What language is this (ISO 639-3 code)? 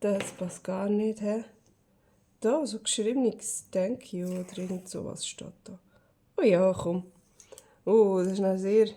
gsw